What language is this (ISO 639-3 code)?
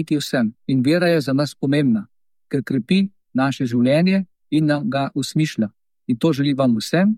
slv